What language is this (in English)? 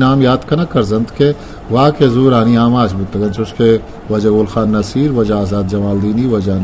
Eastern Balochi